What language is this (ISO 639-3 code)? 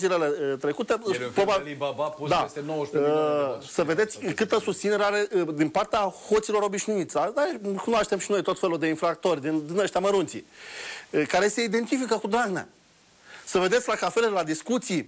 ron